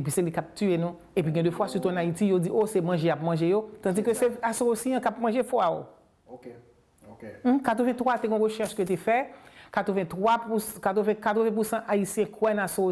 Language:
Haitian Creole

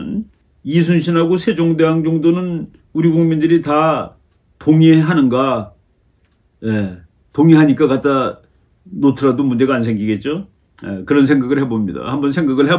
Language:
Korean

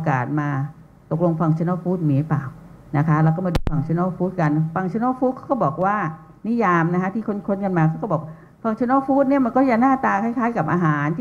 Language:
Thai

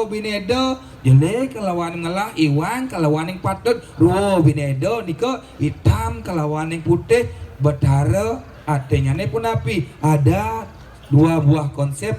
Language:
Balinese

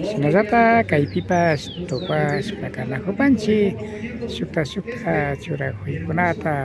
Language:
Imbabura Highland Quichua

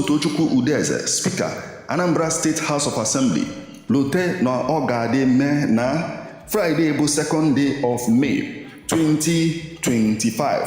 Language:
Igbo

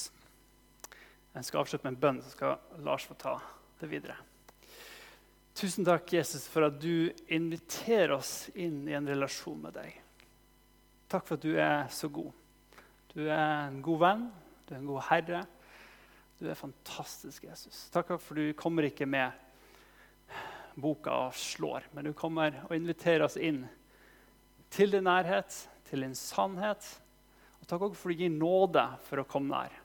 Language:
Norwegian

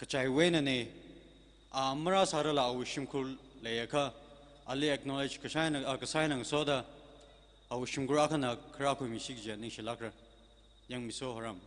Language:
Tangkhul Naga (India)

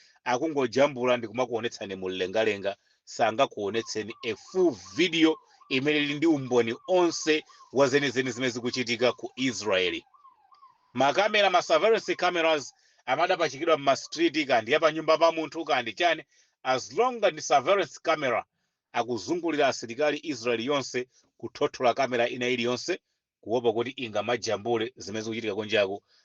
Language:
Nyanja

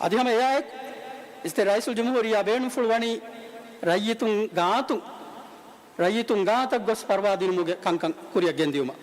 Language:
Divehi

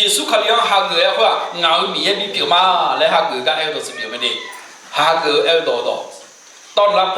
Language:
Akha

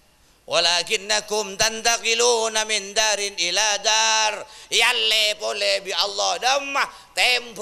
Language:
Madurese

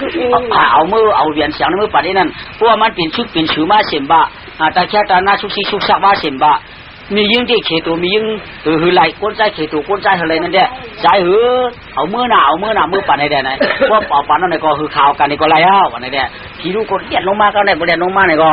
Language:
Shan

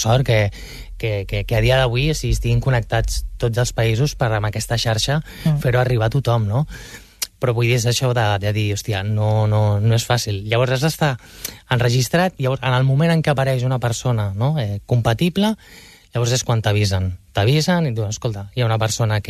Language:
Catalan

